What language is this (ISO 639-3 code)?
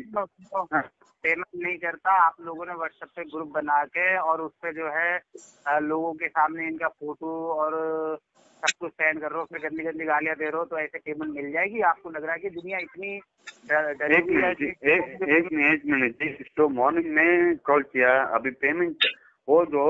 hin